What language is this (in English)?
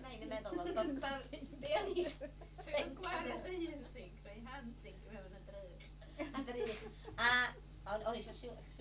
Welsh